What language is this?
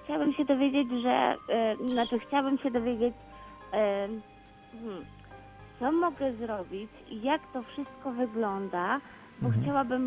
Polish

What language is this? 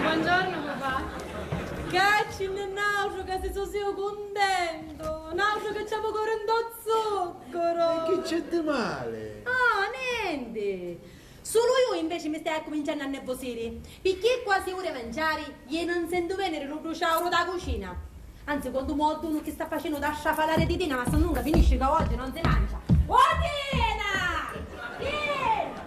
Sicilian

